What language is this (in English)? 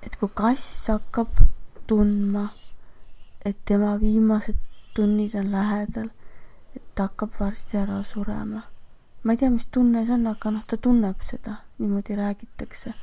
Estonian